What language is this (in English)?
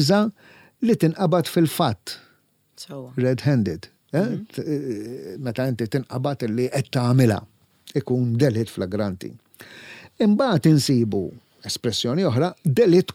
Maltese